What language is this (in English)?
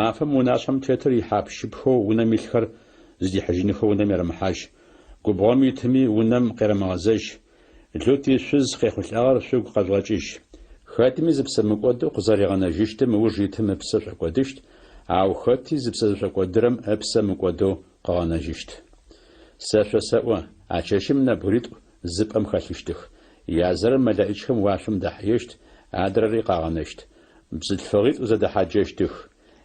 Adyghe